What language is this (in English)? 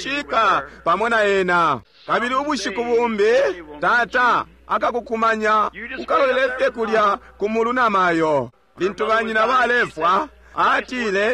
Bemba